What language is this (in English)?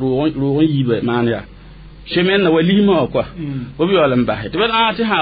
Mossi